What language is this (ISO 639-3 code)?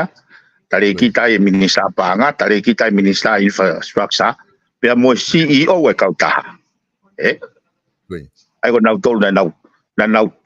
ton